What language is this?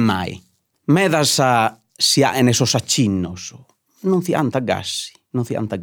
Sardinian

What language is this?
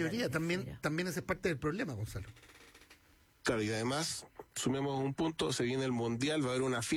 Spanish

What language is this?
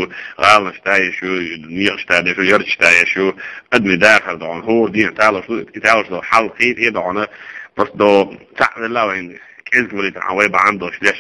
Chechen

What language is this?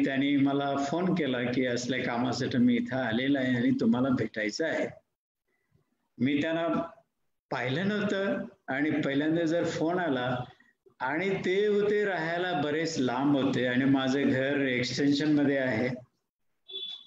Marathi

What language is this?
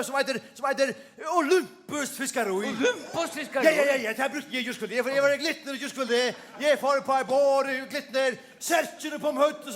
Faroese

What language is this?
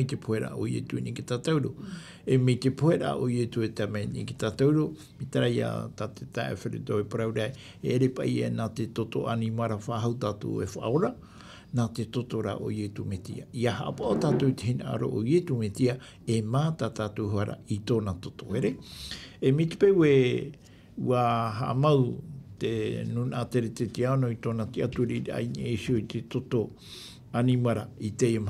Tahitian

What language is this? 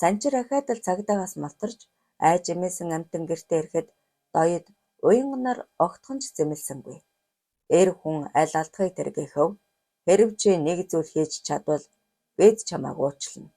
Mongolian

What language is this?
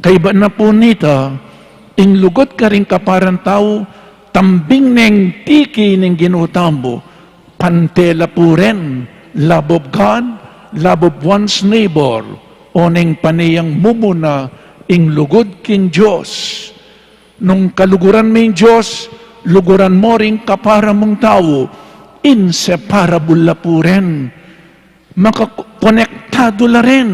Pampanga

